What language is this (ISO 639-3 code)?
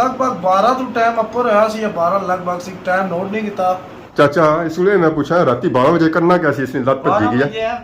phr